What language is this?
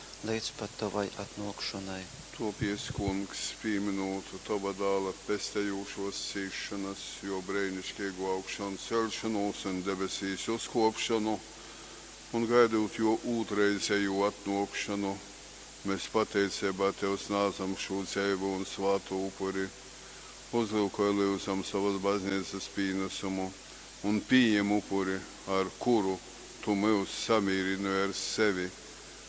Latgalian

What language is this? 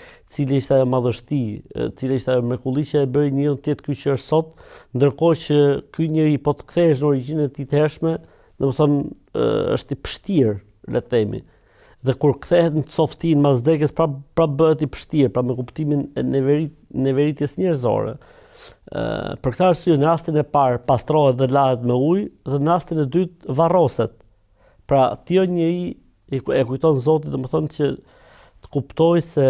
Albanian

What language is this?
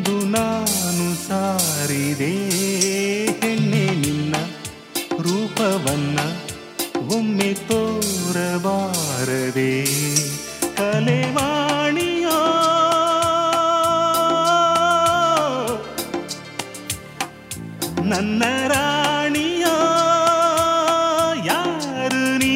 Kannada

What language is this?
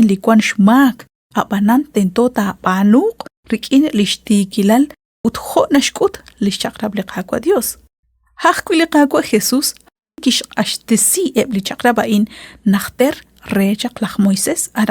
Kekchí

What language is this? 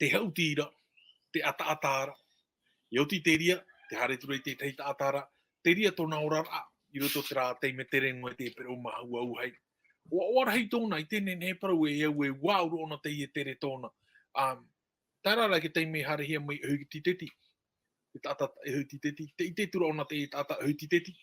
Tahitian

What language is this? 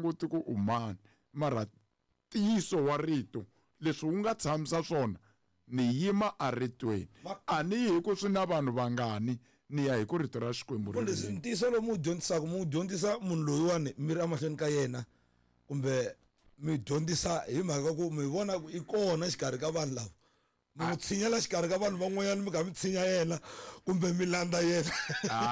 Tsonga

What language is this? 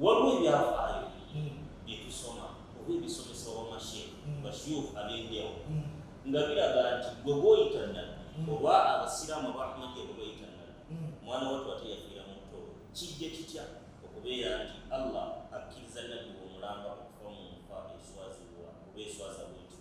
Ganda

